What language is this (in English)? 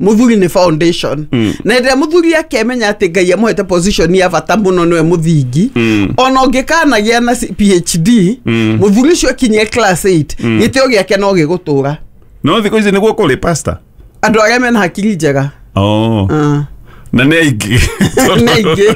Kikuyu